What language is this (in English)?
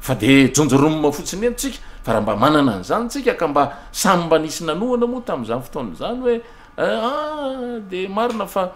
Malagasy